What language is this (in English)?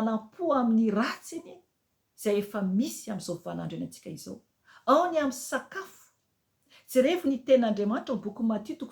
Malagasy